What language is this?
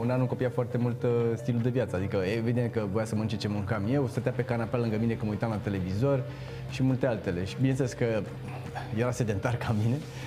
Romanian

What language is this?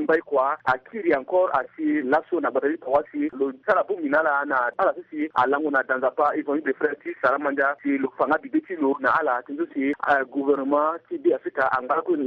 Sango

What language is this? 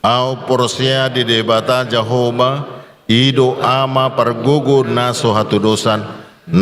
Batak Toba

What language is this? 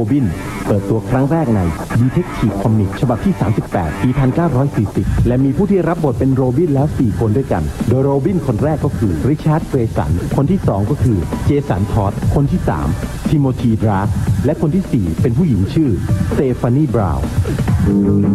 Thai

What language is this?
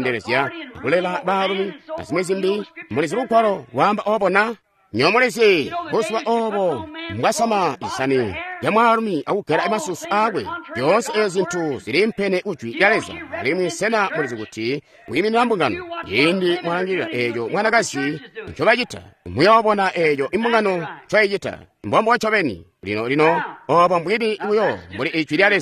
Tonga (Zambia)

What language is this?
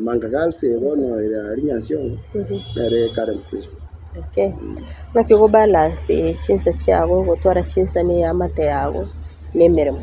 Gusii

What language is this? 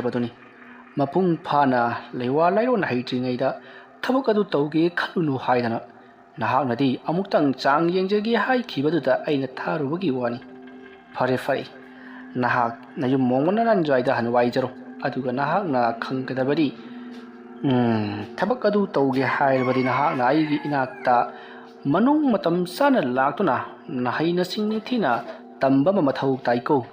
Manipuri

